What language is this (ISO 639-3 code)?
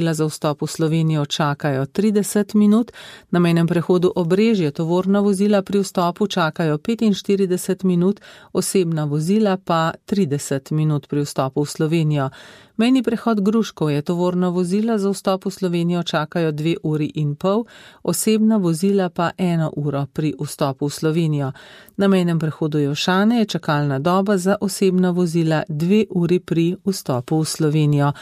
slv